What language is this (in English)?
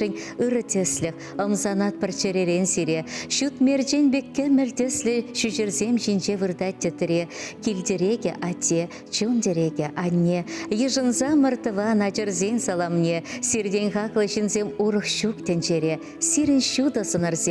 Chuvash